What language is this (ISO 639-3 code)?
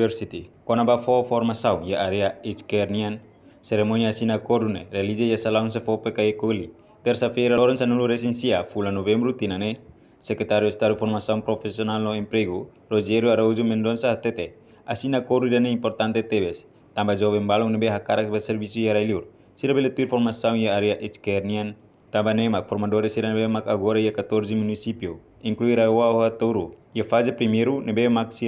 tet